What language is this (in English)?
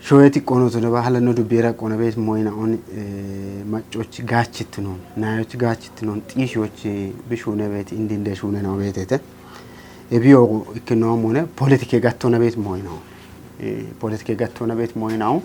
Kafa